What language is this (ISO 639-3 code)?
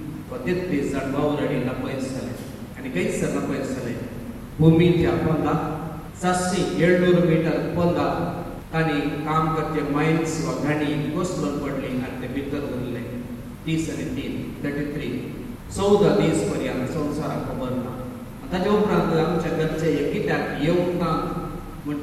kok